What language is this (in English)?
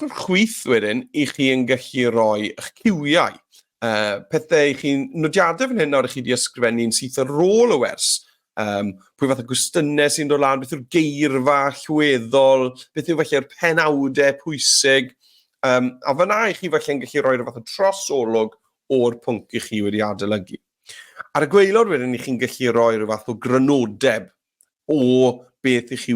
Welsh